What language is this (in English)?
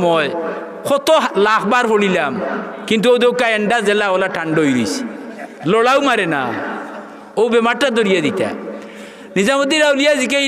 Sylheti